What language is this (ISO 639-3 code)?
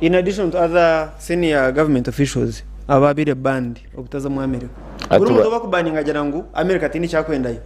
nyn